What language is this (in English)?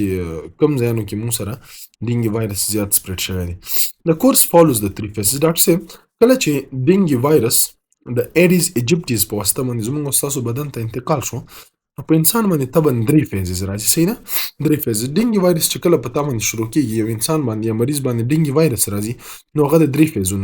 Pashto